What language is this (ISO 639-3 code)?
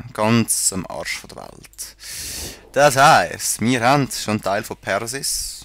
gsw